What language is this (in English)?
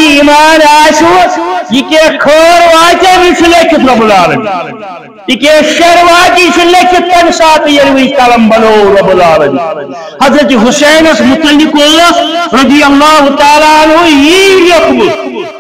Kashmiri